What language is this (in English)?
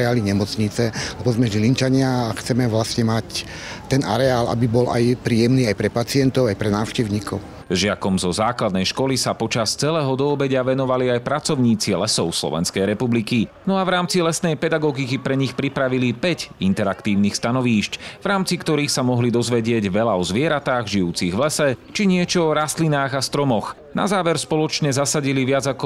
Slovak